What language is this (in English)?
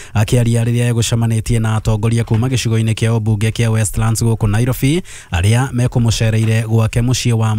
Kikuyu